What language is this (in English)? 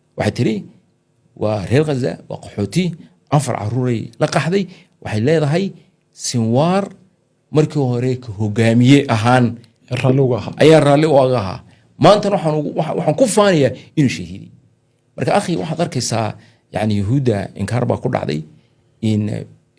Somali